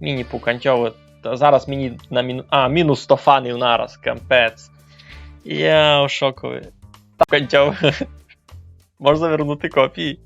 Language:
Rusyn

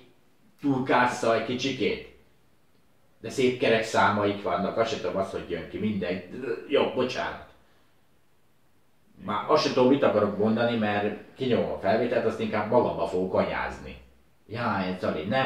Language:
Hungarian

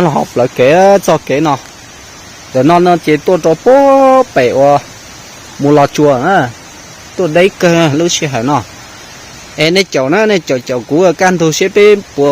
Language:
Hmong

